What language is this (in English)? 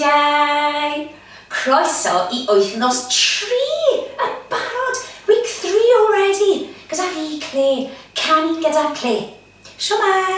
Welsh